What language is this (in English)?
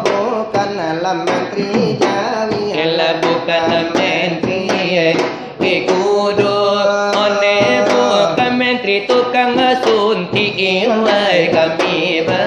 Minangkabau